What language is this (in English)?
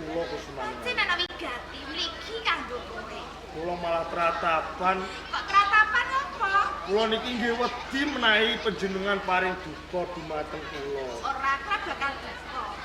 Javanese